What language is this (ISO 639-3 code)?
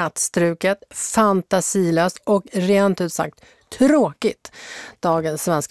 swe